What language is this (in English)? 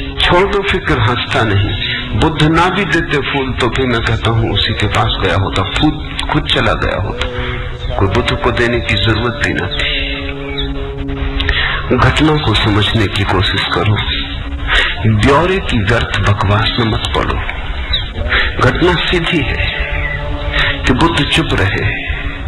Hindi